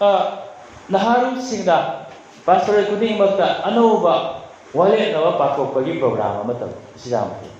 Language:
Manipuri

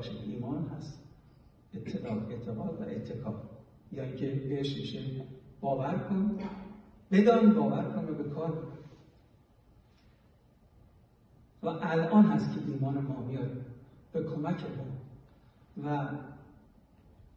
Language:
Persian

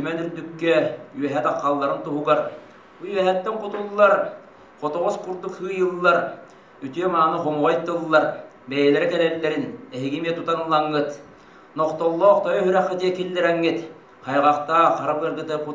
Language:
Yakut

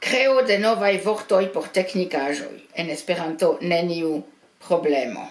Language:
Esperanto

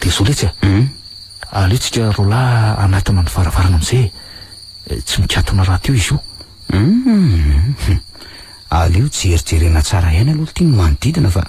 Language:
Malagasy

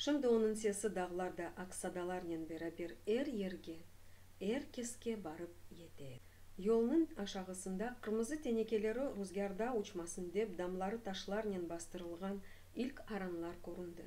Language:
Crimean Tatar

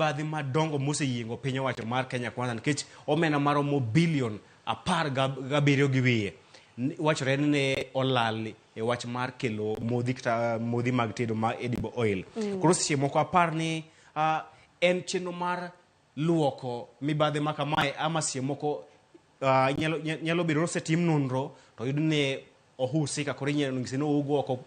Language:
Luo (Kenya and Tanzania)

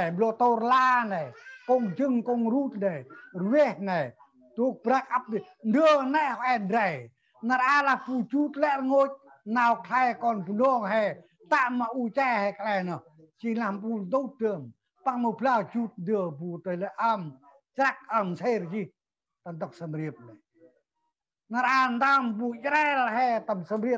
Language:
Central Mnong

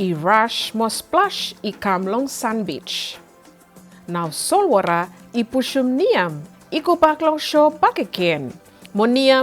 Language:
Bislama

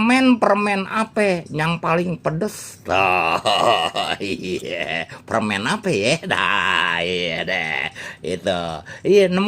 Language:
Betawi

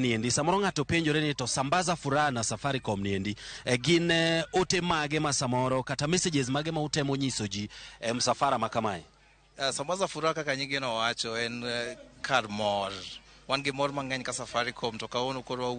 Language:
Luo (Kenya and Tanzania)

